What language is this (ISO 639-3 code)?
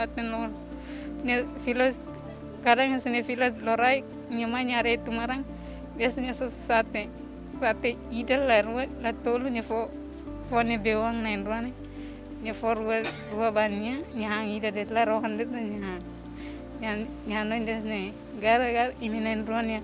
tet